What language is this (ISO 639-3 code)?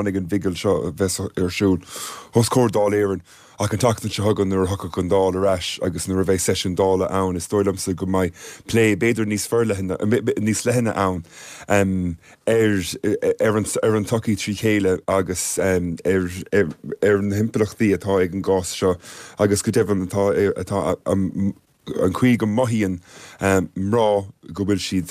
gle